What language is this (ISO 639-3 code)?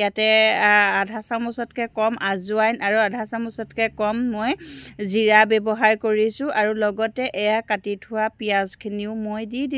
asm